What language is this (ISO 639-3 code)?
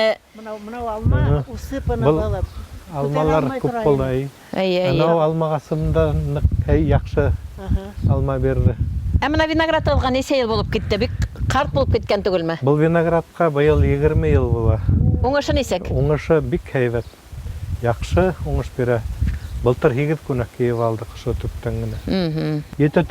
bak